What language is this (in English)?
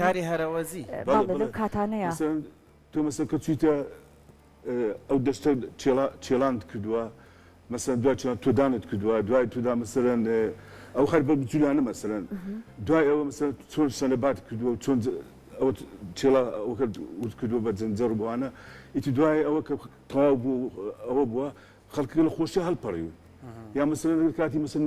Central Kurdish